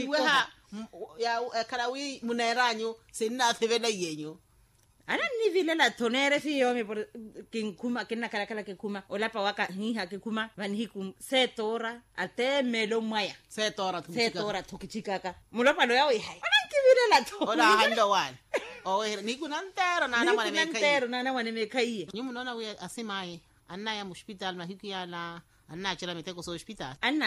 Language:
Makhuwa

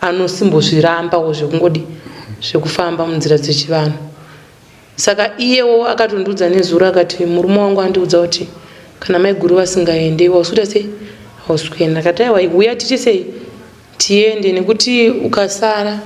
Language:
Shona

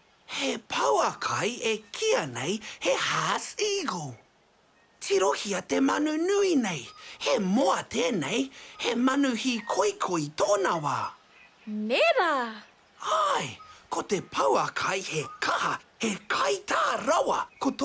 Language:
Māori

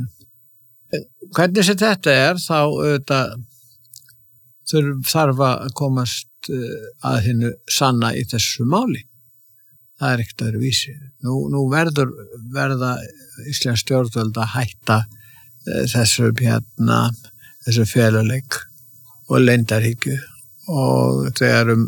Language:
Icelandic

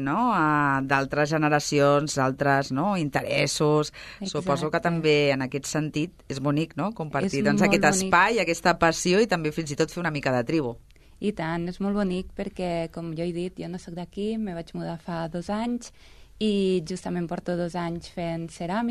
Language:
Catalan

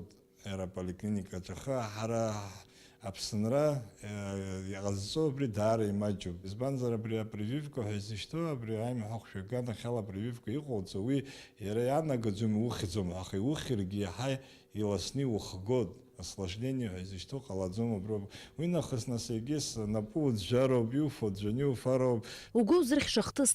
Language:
Abkhazian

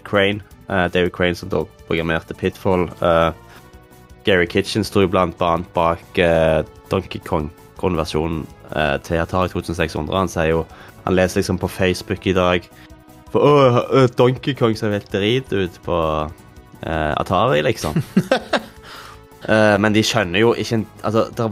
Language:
Norwegian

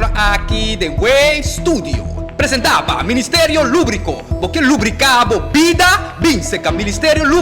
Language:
Papiamento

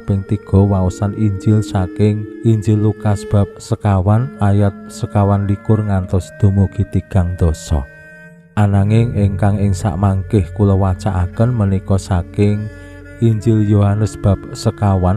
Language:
Javanese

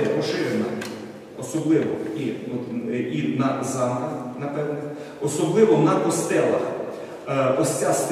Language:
Ukrainian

